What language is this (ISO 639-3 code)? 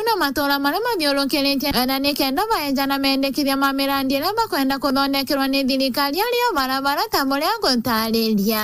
mer